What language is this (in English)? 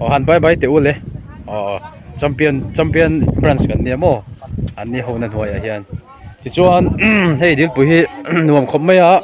Mizo